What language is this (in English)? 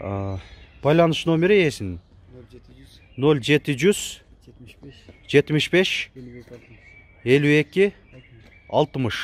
Kyrgyz